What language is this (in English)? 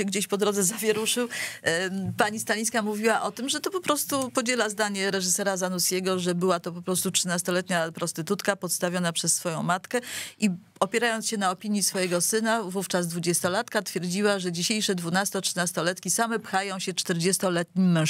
Polish